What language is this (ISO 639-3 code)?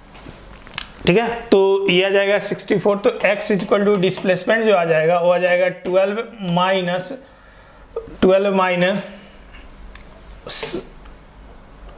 hin